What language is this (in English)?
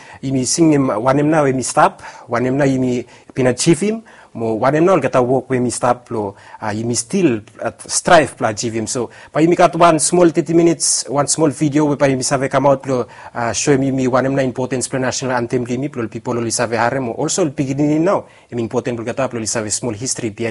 Bislama